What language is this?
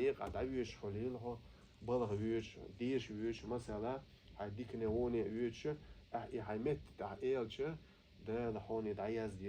Chechen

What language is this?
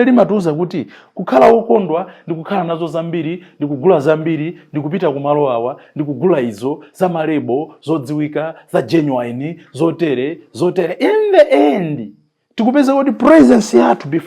Nyanja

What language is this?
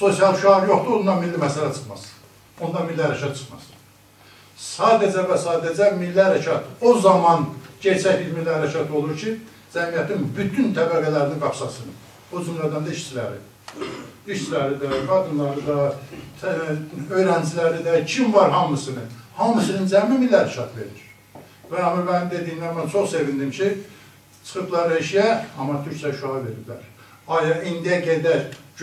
South Azerbaijani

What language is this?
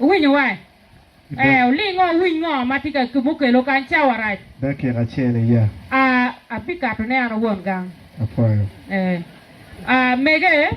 Acoli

